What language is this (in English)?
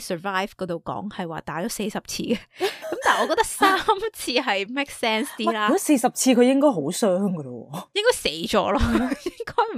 Cantonese